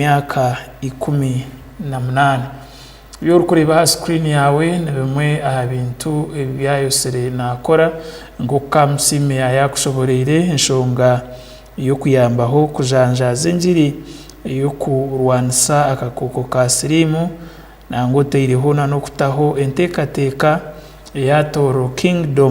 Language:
Tooro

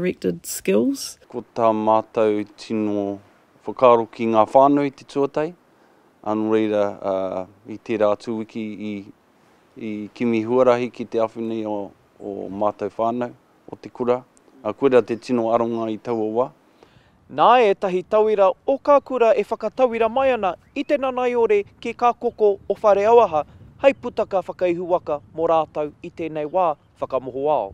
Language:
Māori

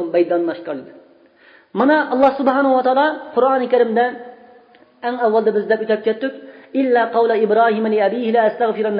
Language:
Uyghur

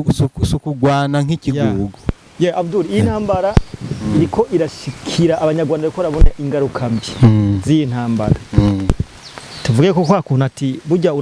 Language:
Rundi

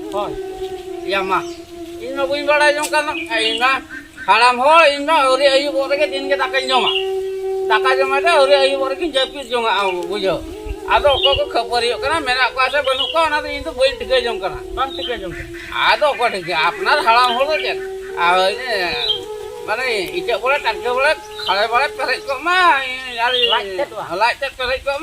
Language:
Santali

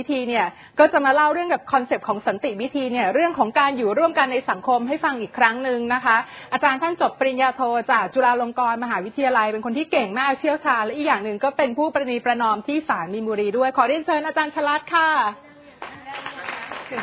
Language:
Thai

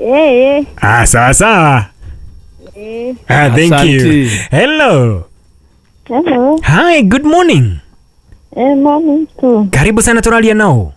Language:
Kikuyu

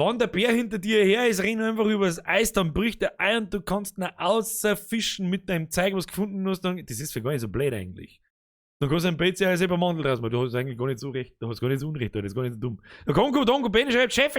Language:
Bavarian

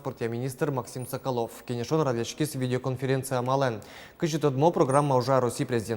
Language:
Udmurt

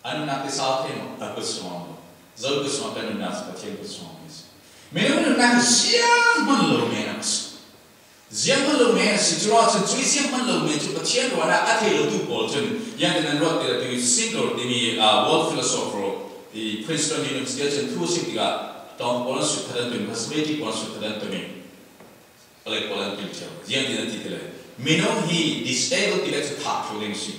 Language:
Falam Chin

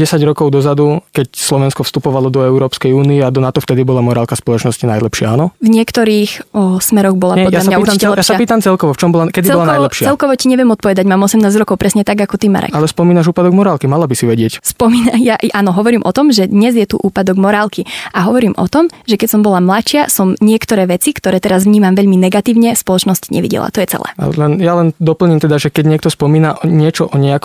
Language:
Slovak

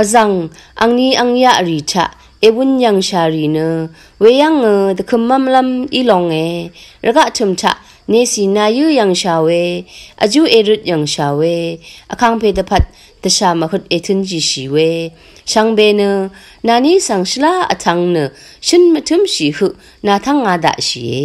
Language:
Rawang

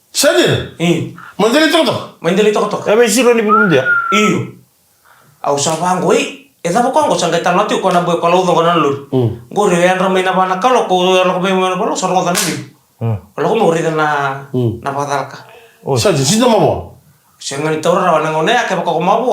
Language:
Fijian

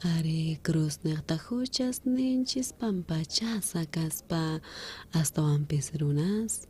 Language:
South Bolivian Quechua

